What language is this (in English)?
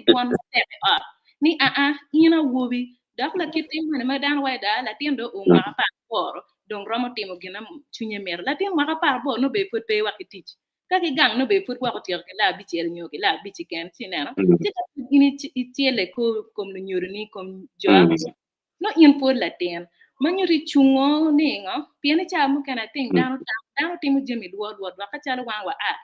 Acoli